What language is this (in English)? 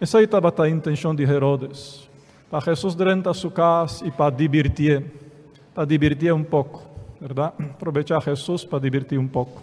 Papiamento